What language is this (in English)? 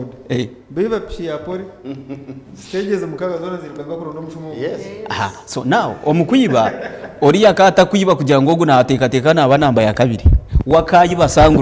Nyankole